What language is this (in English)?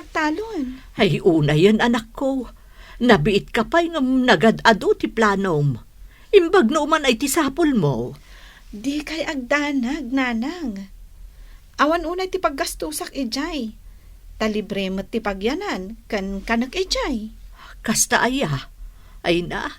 Iloko